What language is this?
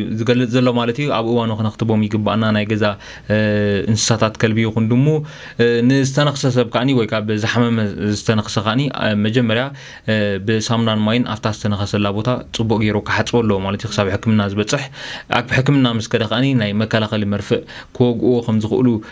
Tigrinya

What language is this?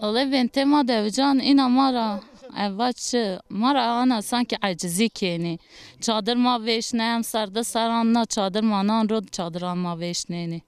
Zaza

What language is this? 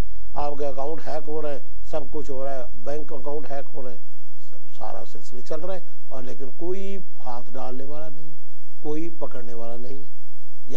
Urdu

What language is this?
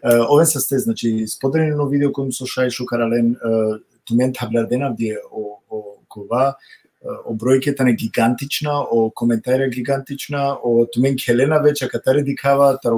Balkan Romani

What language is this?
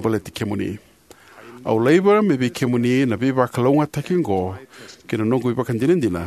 Fijian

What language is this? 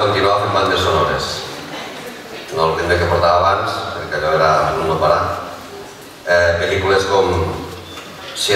Catalan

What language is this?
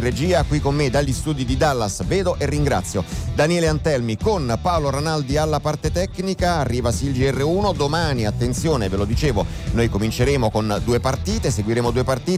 Italian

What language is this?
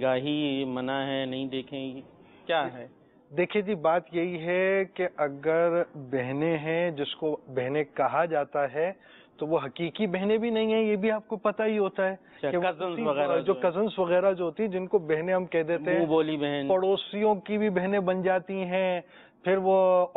Urdu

